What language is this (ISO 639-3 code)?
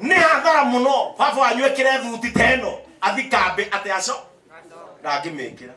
kik